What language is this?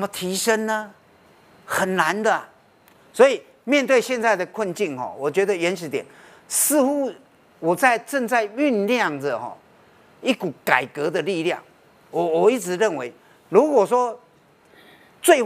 Chinese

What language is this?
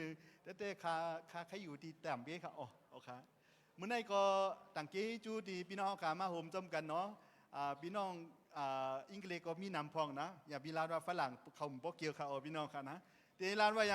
Shan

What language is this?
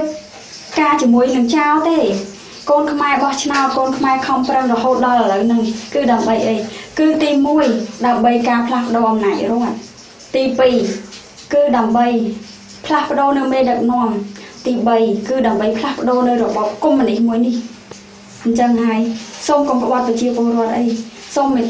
Khmer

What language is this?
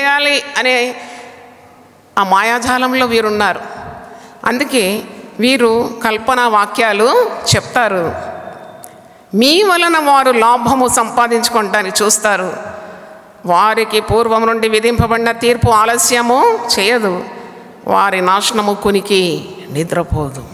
Telugu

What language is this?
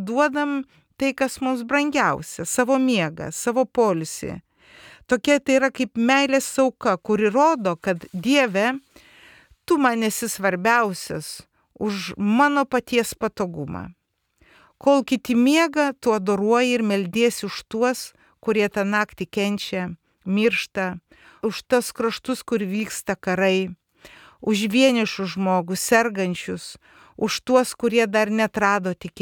Lithuanian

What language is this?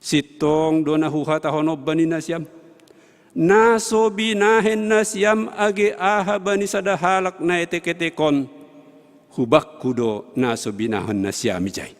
Batak Simalungun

